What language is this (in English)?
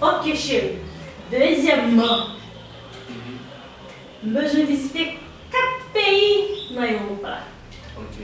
Haitian Creole